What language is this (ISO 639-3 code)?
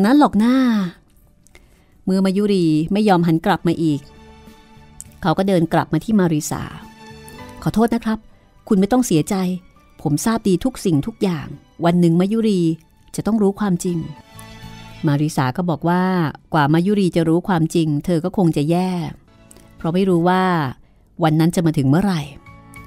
tha